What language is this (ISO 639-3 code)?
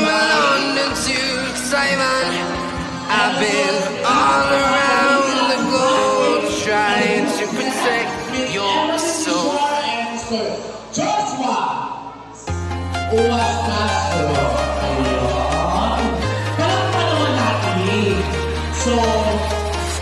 fil